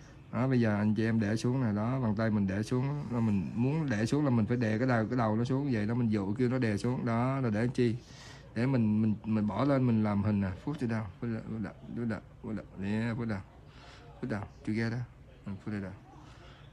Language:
Vietnamese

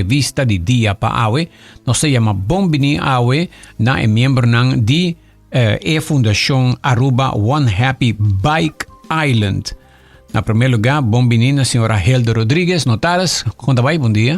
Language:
Papiamento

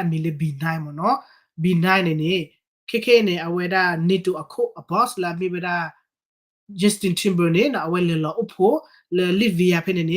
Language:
S'gaw Karen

